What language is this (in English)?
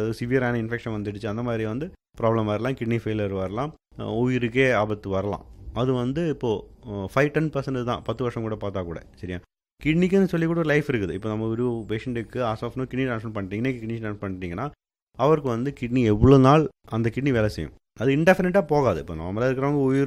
Tamil